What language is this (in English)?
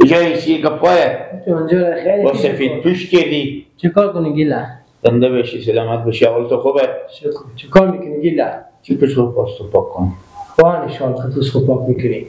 Persian